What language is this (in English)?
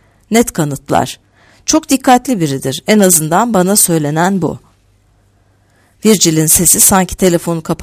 Turkish